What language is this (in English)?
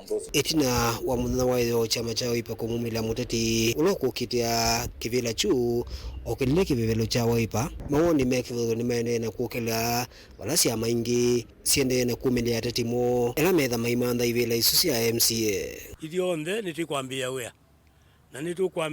Kamba